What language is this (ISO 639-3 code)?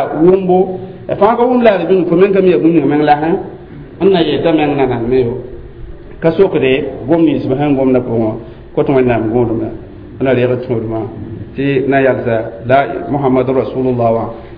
mos